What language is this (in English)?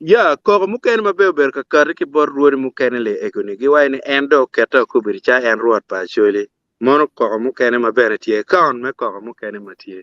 Acoli